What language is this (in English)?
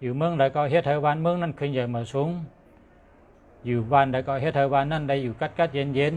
Shan